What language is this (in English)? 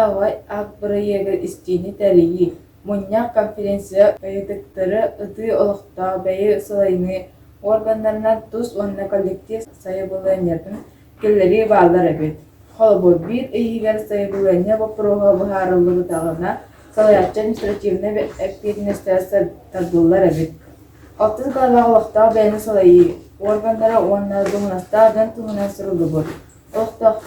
Yakut